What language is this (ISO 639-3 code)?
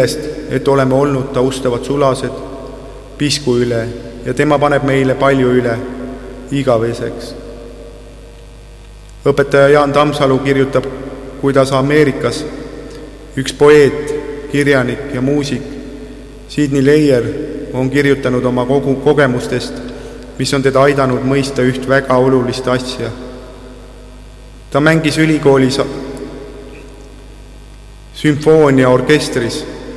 est